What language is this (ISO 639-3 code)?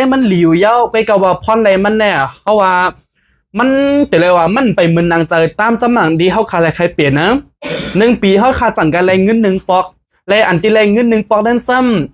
shn